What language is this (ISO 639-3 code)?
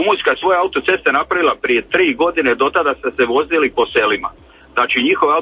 hrv